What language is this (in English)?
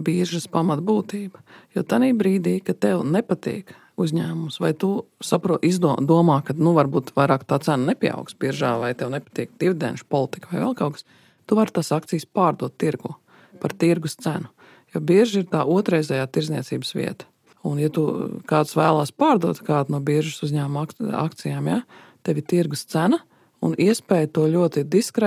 Latvian